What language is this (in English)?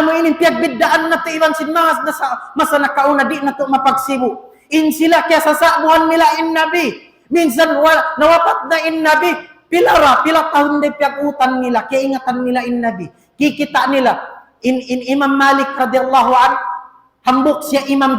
Tausug